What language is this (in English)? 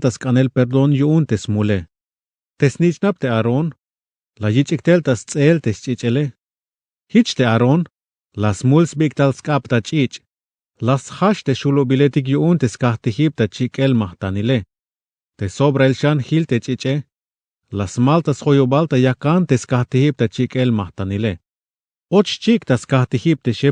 Tzeltal